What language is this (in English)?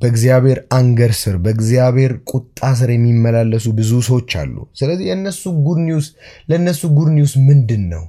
Amharic